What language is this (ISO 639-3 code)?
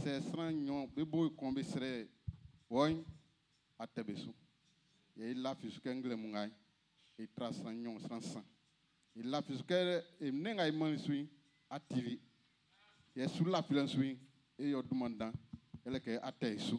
bci